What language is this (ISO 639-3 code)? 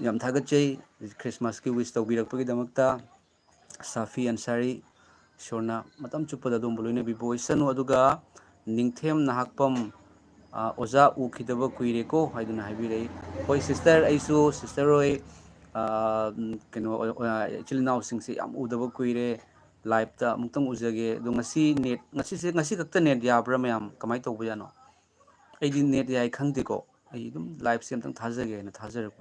mni